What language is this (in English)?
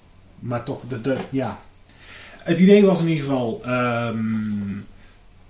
Dutch